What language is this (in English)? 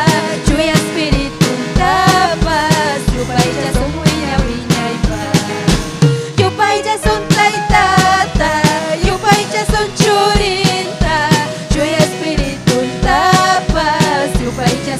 Ayacucho Quechua